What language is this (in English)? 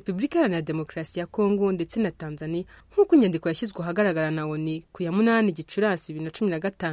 Kinyarwanda